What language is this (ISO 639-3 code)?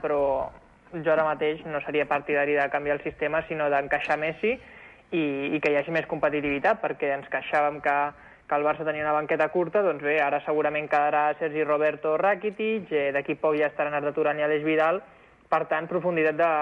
cat